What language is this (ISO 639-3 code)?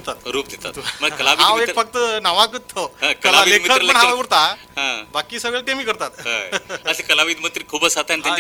kok